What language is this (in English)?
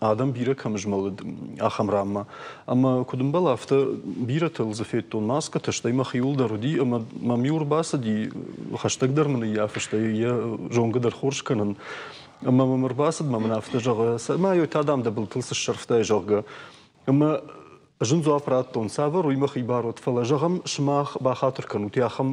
Ossetic